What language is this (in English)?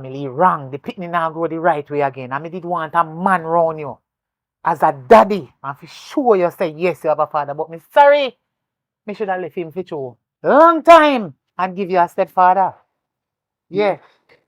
Jamaican Creole English